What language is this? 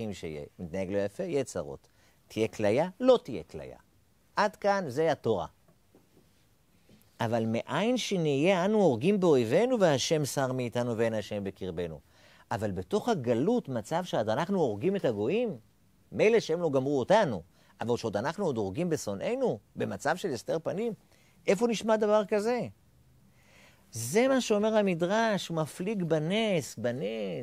Hebrew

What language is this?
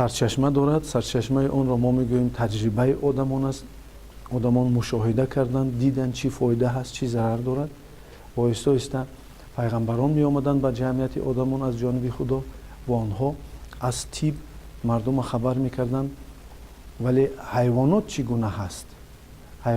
Tajik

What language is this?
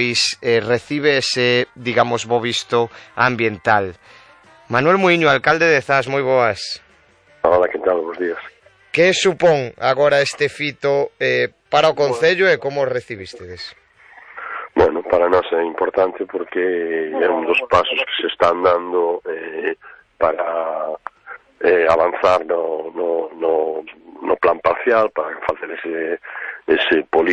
Galician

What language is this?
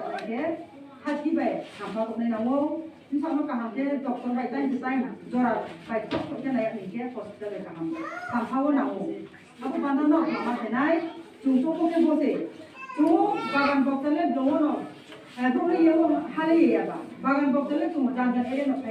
Riang (India)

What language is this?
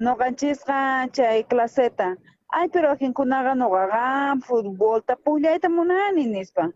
South Bolivian Quechua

